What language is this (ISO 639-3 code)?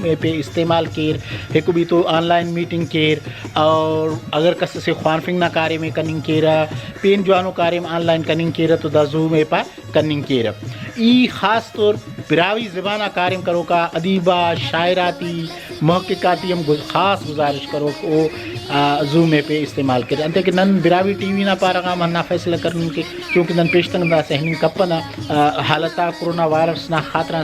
brh